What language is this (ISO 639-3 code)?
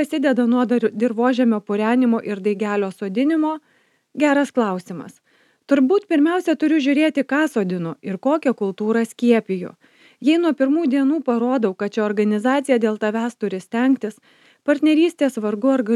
lit